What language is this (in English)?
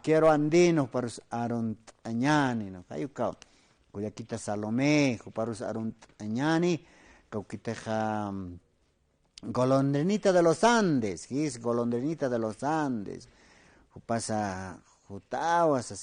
Aymara